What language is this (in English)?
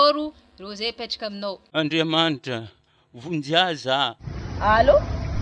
Malagasy